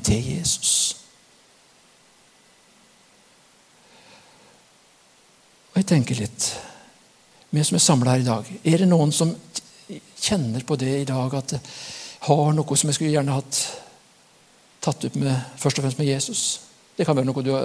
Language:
Norwegian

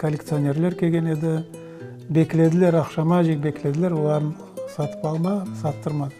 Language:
Crimean Tatar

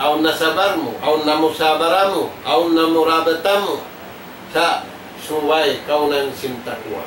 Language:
Tausug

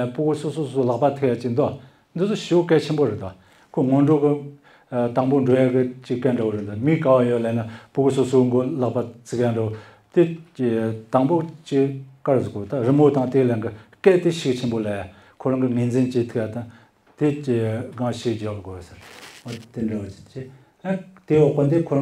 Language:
Tibetan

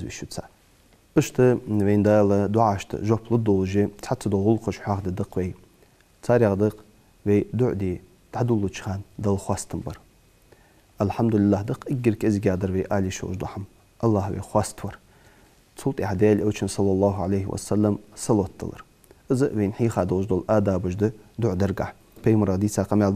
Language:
Ingush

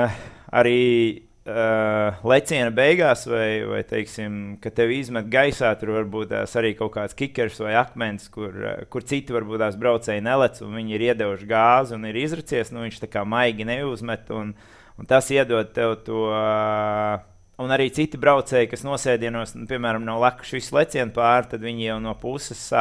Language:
Latvian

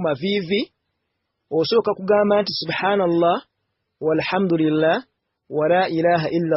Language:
Ganda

